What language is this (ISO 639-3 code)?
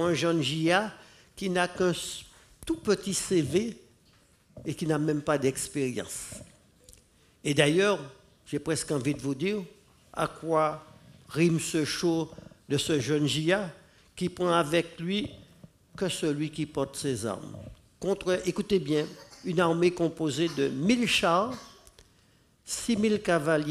fra